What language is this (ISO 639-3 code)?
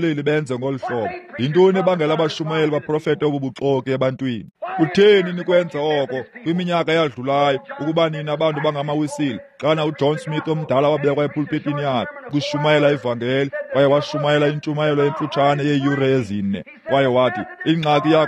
xho